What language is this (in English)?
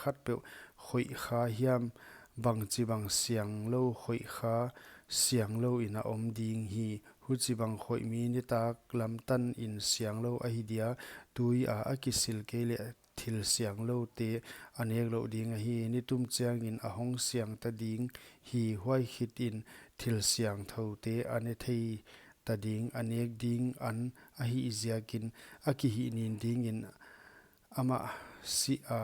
Paite Chin